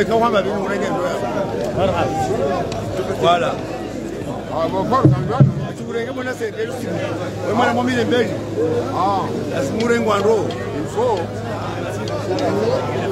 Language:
Swahili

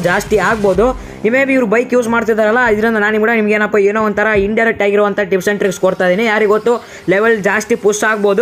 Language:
Kannada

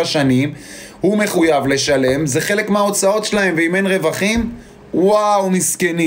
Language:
Hebrew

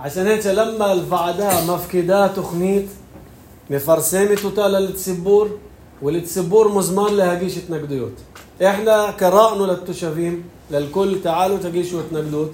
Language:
North Levantine Arabic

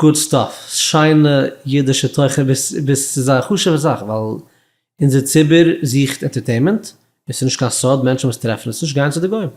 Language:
Yiddish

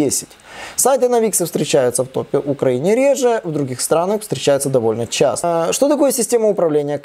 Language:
Russian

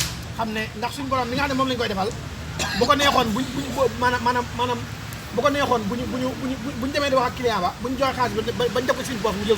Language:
Wolof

